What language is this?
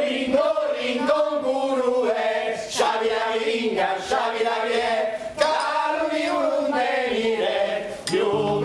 Sicilian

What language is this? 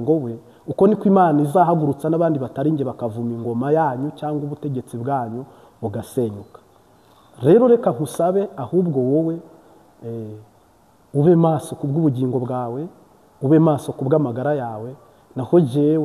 Kinyarwanda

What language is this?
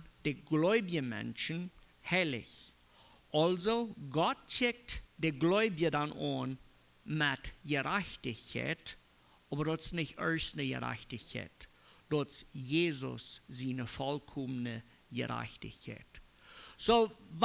Plautdietsch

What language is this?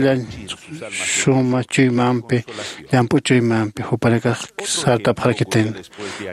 Aymara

